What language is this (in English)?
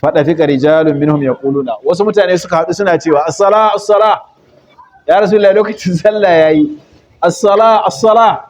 Hausa